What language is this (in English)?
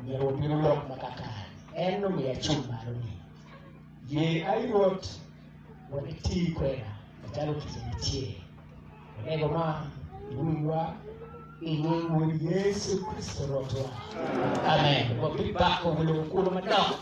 Acoli